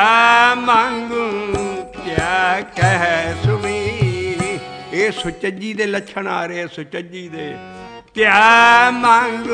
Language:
Punjabi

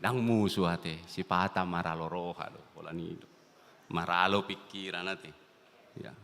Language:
Batak Toba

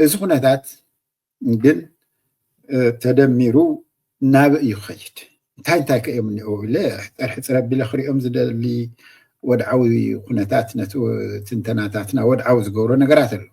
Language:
Tigrinya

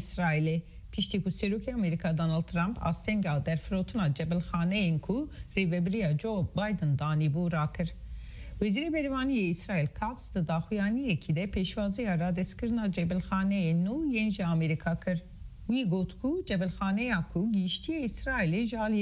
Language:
Kurdish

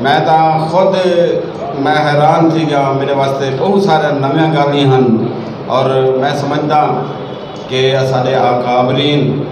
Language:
Saraiki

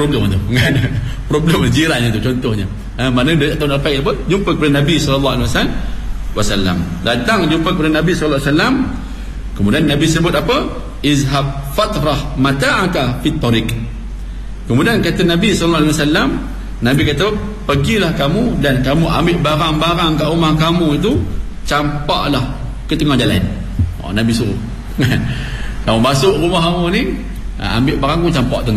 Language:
Malay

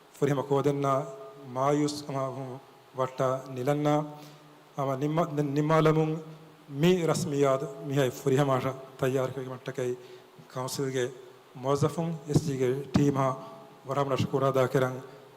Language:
Divehi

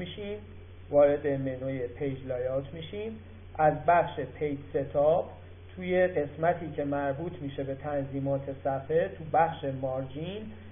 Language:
Persian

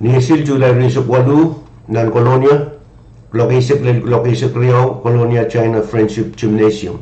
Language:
Pohnpeian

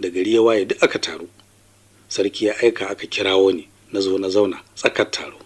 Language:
Hausa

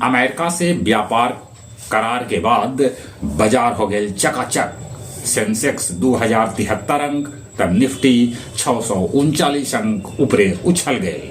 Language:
Magahi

